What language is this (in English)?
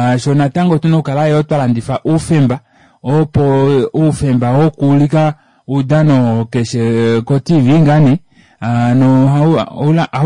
Kuanyama